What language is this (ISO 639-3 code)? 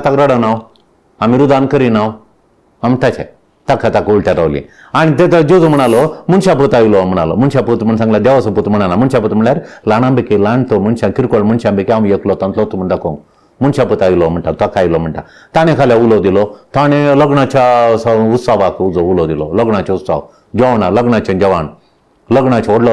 kok